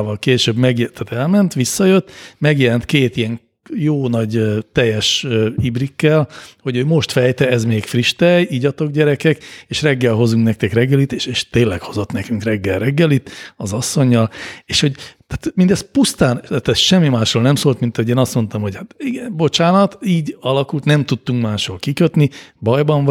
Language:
Hungarian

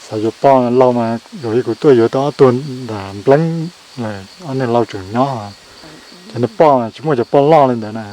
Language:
Hmong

